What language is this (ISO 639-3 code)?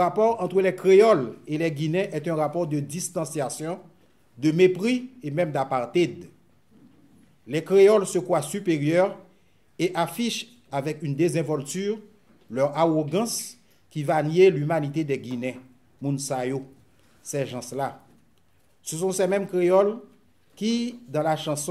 fra